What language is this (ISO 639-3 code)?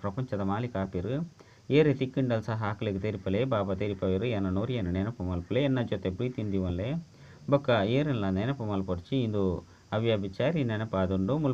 tcy